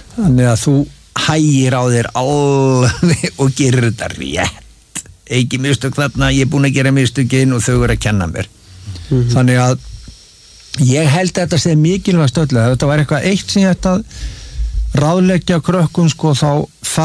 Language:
Icelandic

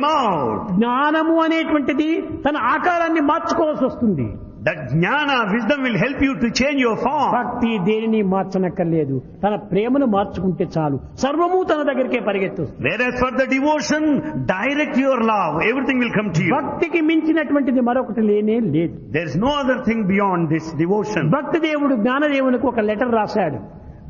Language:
Telugu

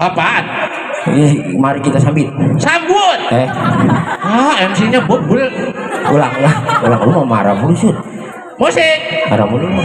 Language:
Betawi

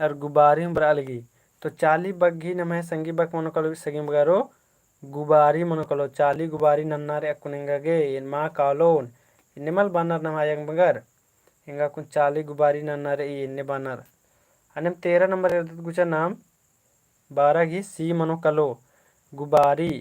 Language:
Kurukh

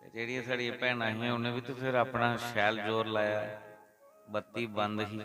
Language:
Dogri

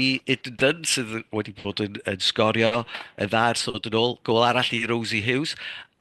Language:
Welsh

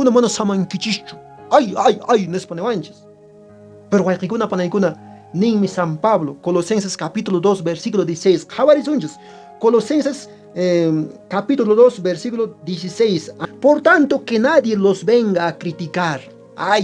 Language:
Quechua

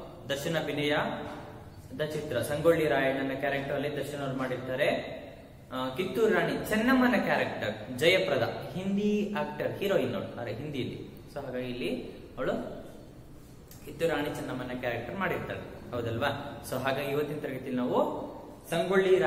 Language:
Kannada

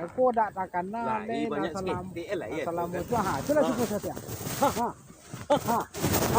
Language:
Minangkabau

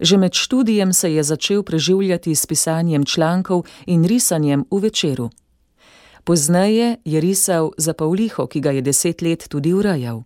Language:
Slovenian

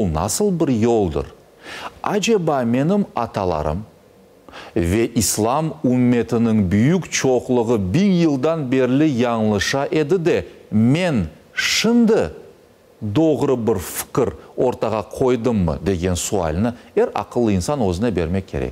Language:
Crimean Tatar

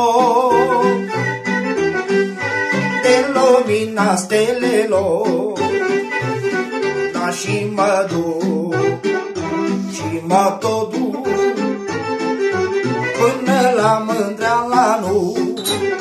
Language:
Romanian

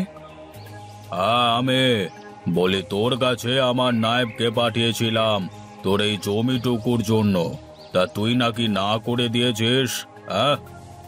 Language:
Bangla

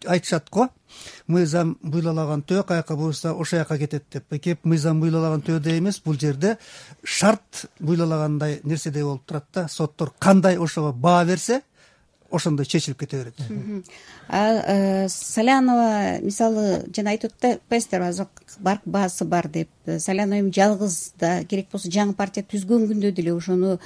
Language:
Kyrgyz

